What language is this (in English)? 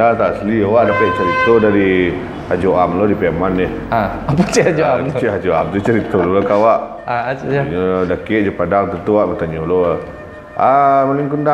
Minangkabau